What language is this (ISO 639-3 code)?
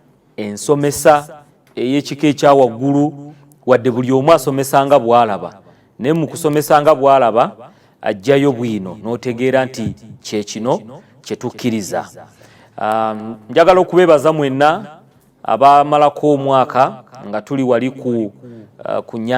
lug